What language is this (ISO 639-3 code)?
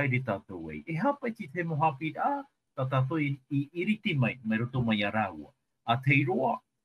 tah